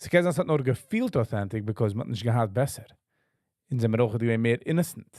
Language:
Yiddish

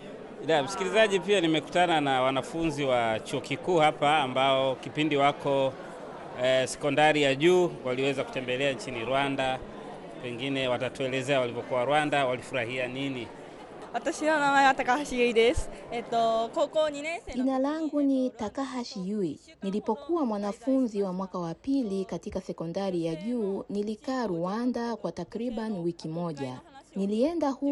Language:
Swahili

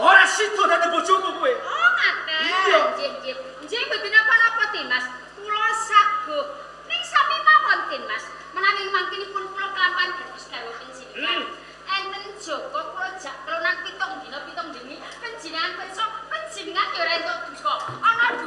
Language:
Javanese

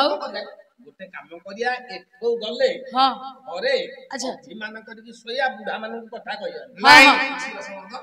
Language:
Odia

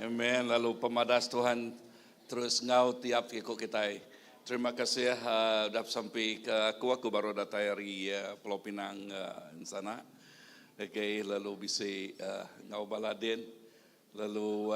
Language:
Iban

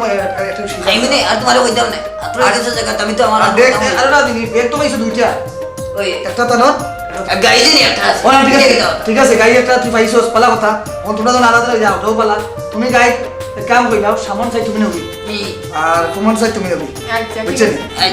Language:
Sylheti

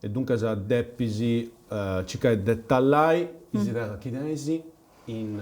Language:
Sardinian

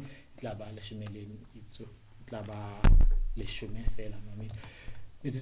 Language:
Southern Sotho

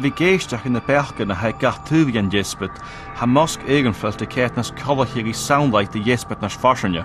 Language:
Scottish Gaelic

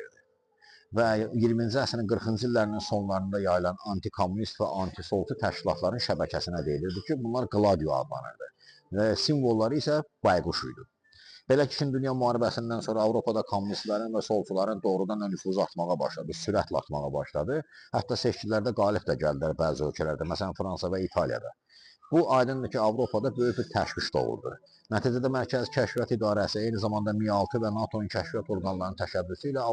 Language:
Azerbaijani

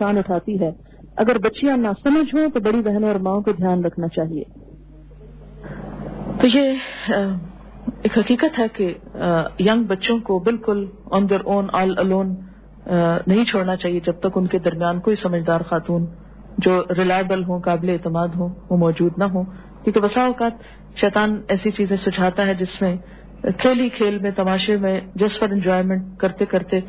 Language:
Urdu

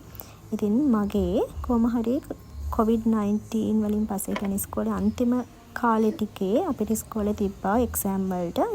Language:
Sinhala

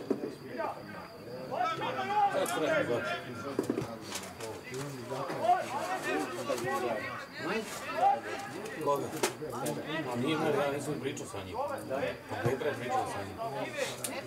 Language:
Serbian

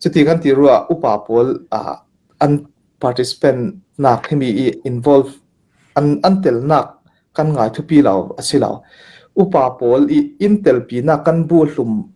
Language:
Hakha Chin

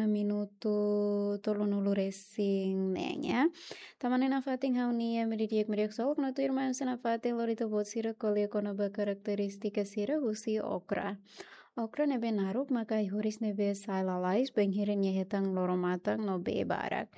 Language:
Tetum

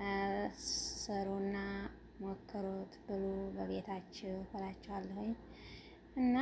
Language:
Amharic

